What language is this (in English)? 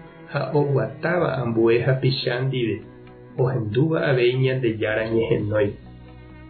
Guarani